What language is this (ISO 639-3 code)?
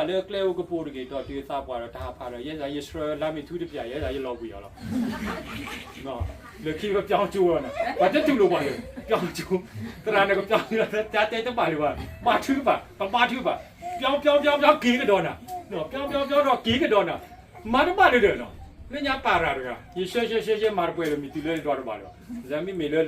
ksw